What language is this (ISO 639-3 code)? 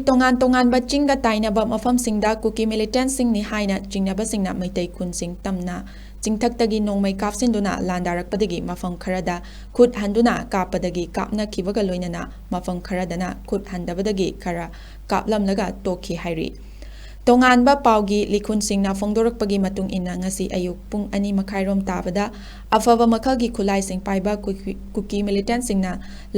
mni